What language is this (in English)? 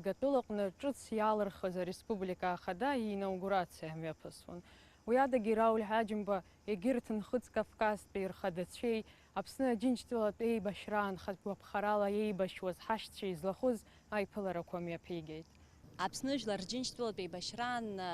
Abkhazian